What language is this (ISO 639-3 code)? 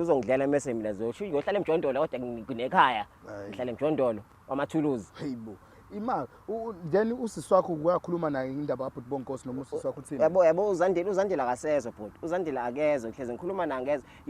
zul